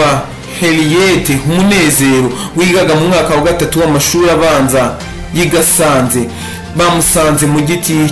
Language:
Kinyarwanda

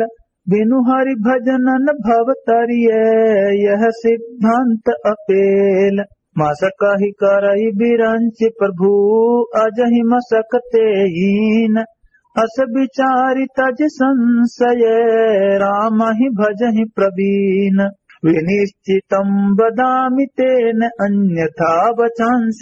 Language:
Awadhi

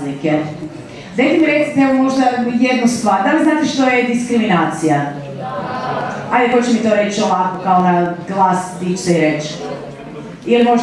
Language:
Croatian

